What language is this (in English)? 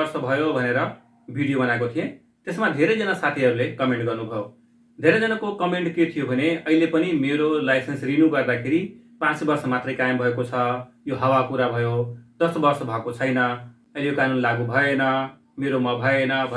Nepali